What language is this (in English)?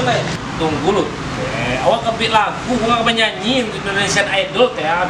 Minangkabau